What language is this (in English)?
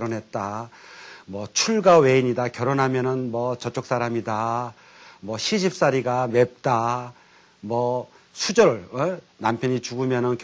Korean